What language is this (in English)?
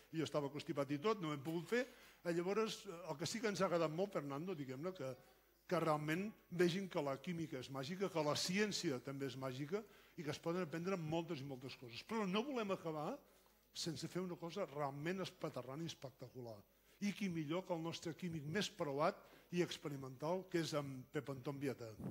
Catalan